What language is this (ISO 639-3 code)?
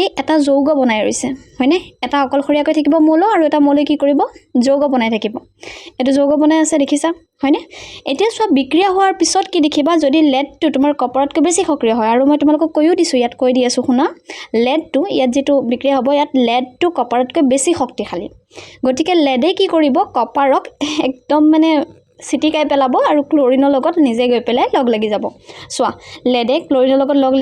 asm